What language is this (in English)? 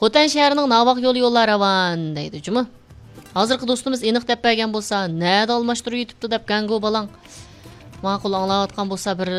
Uyghur